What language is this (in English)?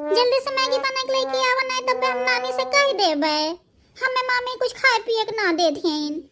Bhojpuri